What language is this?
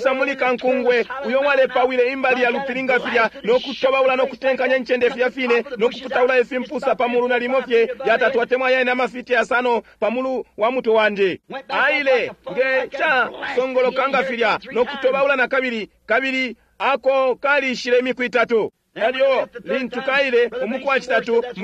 Bemba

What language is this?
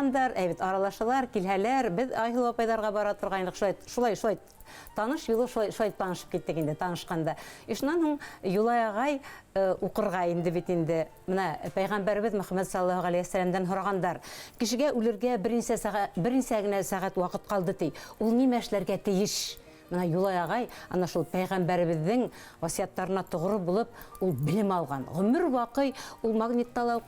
Bashkir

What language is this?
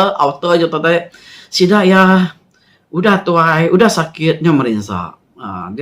Iban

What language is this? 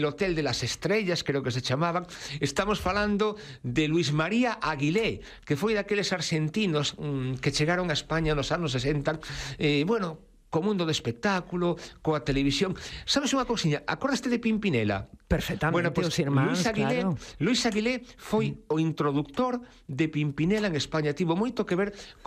Galician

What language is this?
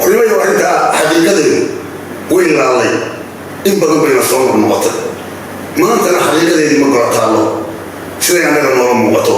Somali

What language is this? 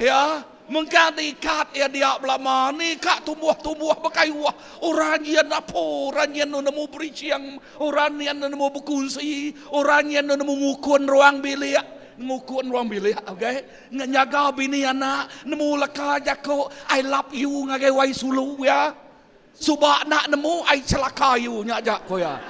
Iban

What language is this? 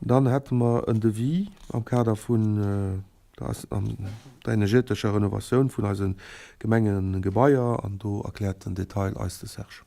Luxembourgish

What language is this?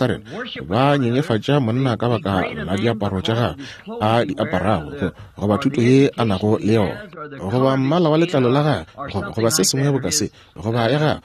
Northern Sotho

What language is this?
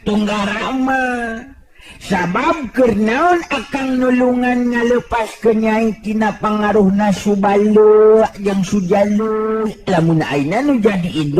Sundanese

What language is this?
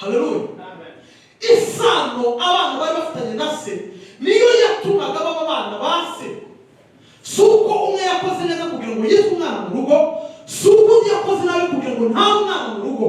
Kinyarwanda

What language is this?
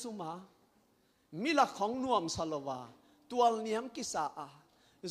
Tedim Chin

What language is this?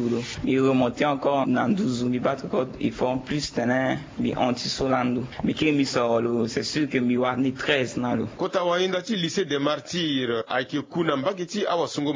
Sango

